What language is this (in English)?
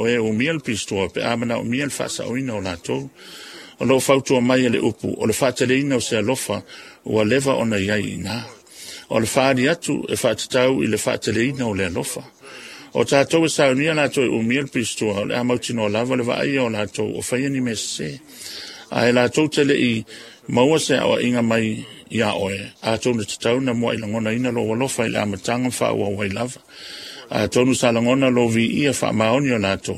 Samoan